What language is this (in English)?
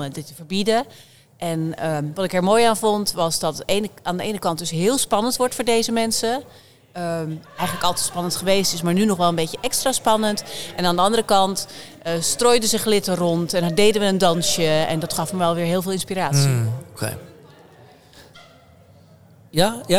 Dutch